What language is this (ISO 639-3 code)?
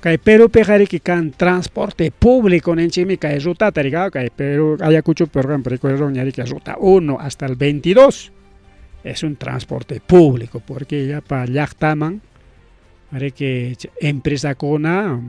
quy